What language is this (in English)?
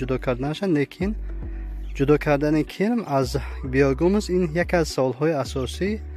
Tajik